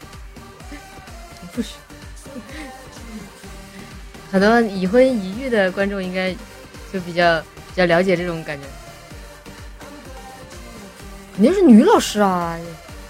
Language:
Chinese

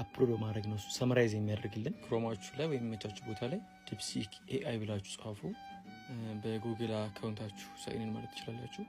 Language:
Amharic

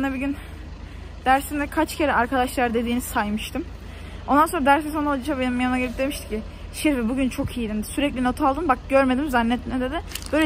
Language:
Turkish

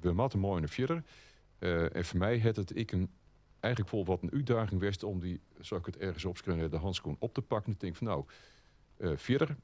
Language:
Western Frisian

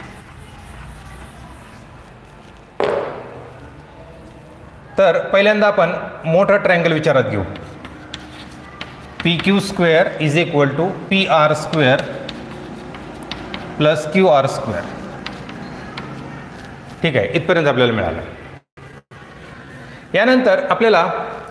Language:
Marathi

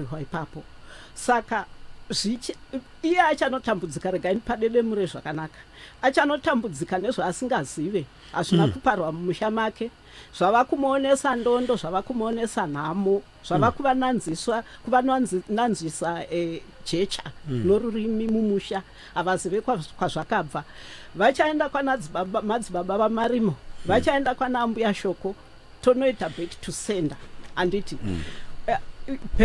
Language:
Shona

